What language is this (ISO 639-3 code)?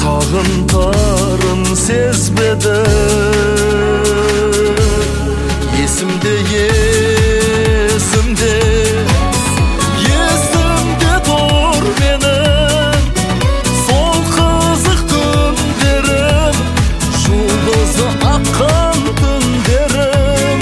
kaz